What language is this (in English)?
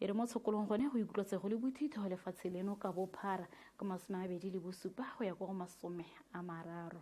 Tswana